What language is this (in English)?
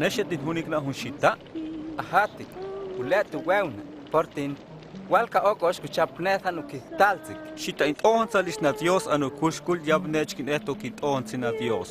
Huastec